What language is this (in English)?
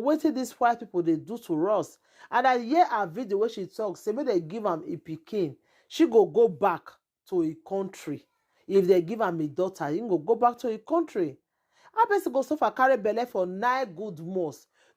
Nigerian Pidgin